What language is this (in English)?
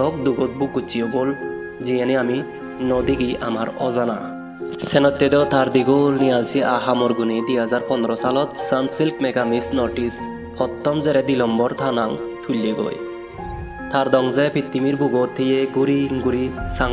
Chakma